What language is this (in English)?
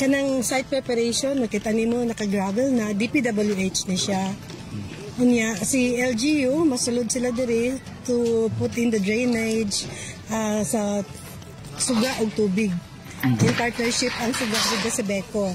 Cebuano